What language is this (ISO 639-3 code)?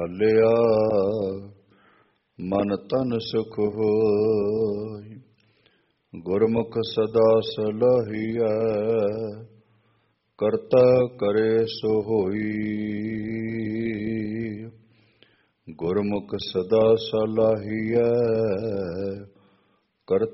pan